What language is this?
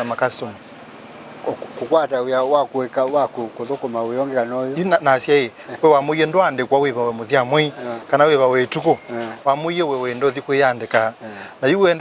Kamba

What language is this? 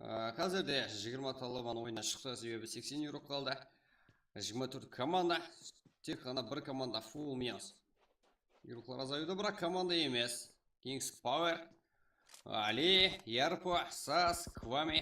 Kara-Kalpak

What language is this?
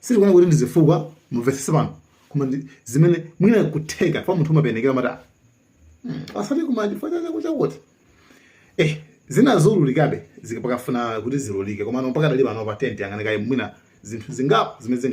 Nyanja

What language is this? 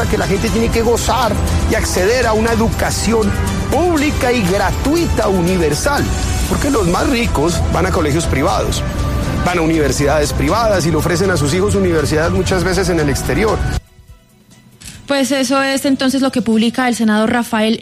Spanish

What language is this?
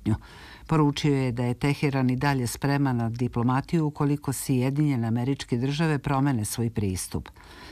Serbian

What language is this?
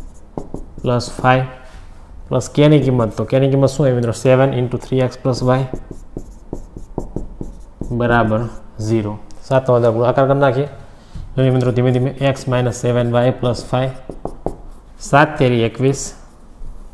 Gujarati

